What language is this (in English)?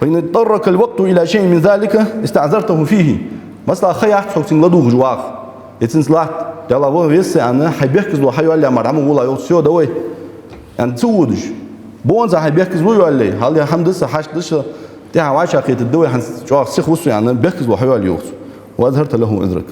Ingush